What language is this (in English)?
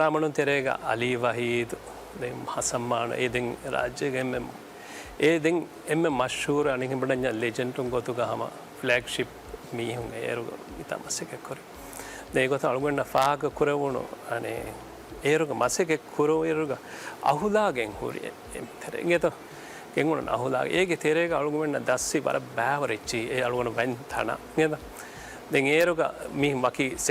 Divehi